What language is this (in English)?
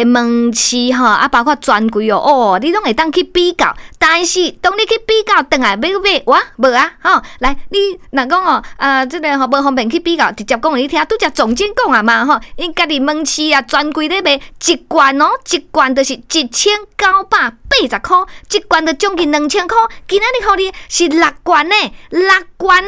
Min Nan Chinese